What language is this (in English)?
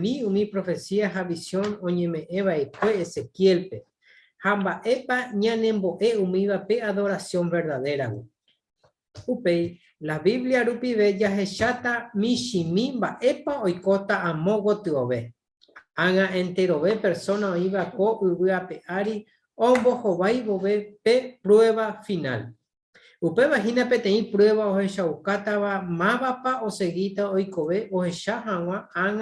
Guarani